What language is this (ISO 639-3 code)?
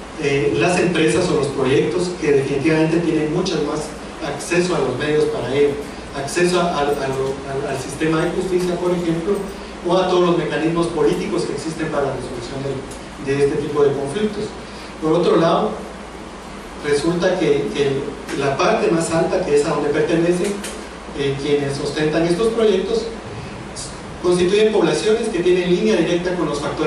spa